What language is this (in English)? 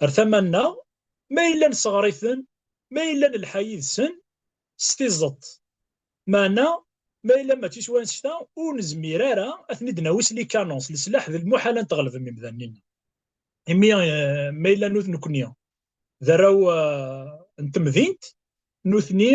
Kabyle